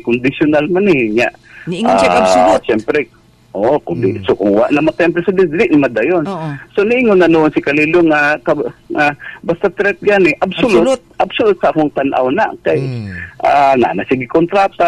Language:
Cebuano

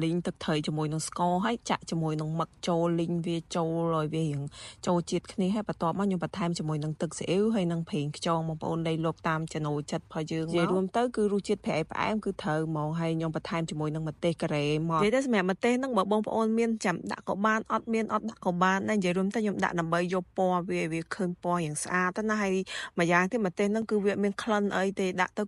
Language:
Khmer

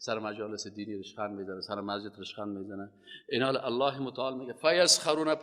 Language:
Persian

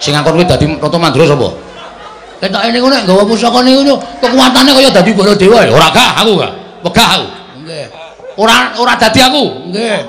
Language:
Javanese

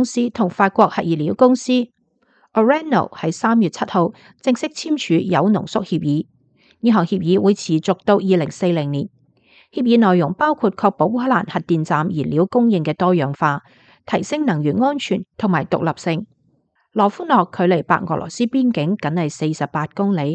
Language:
Cantonese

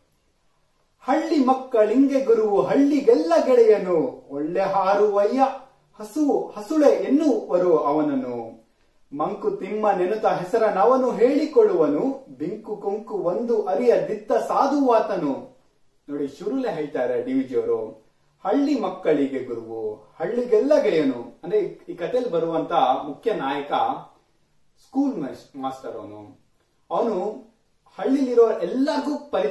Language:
Kannada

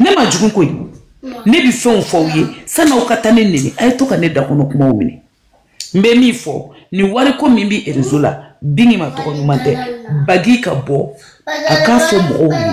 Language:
Bambara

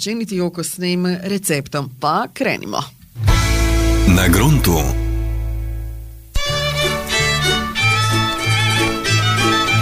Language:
Croatian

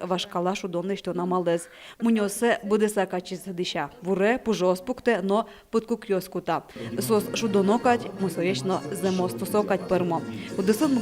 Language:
Udmurt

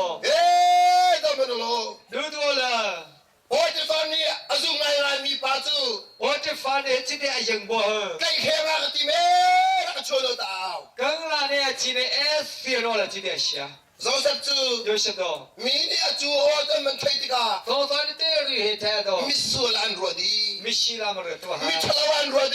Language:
Hakha Chin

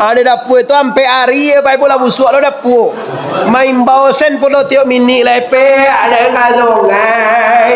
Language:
Minangkabau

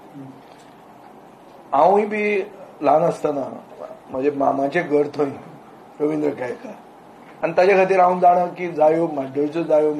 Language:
Konkani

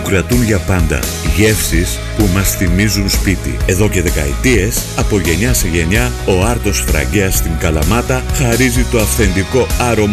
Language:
Greek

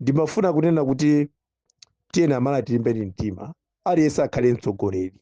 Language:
Nyanja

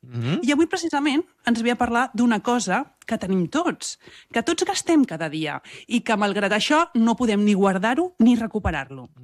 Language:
Catalan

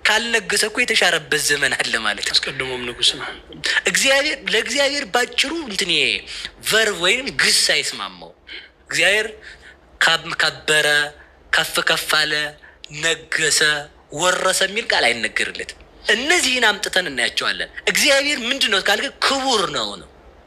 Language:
Amharic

